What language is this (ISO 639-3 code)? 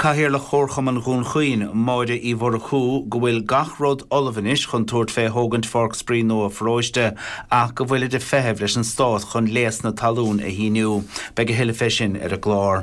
gle